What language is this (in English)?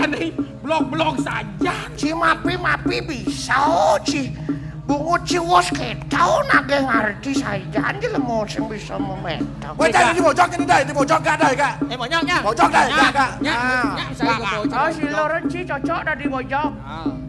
Balinese